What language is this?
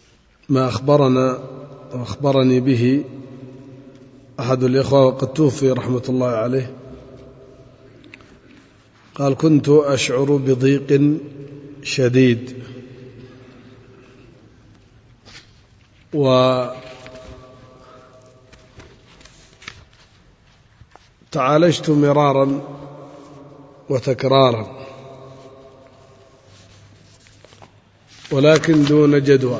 Arabic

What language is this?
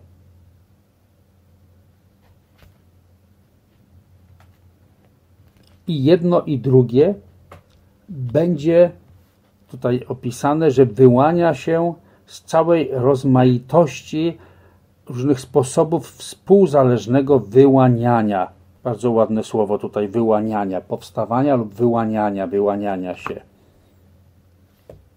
Polish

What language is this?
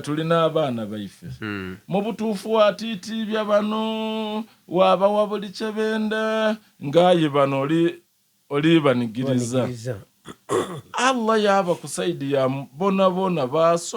Soga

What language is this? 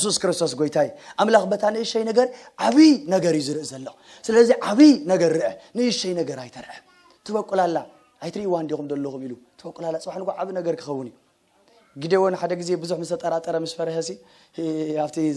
Tigrinya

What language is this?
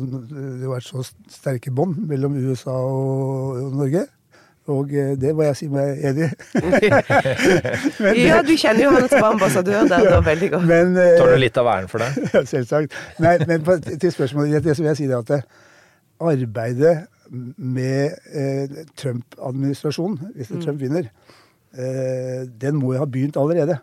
Norwegian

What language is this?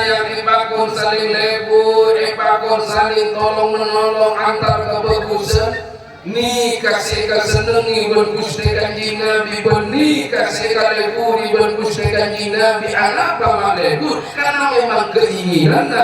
Madurese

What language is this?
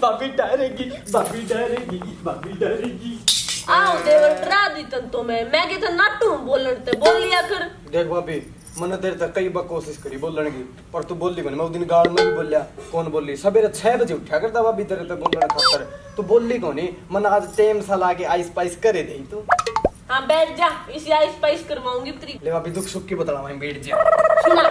Haryanvi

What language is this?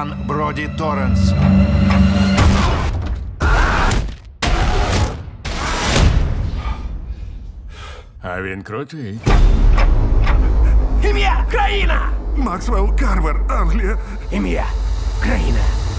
Ukrainian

